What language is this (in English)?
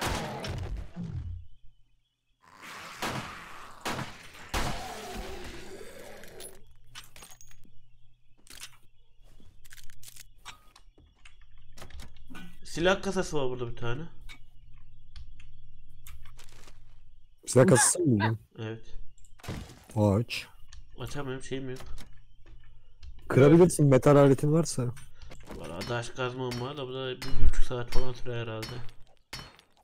Turkish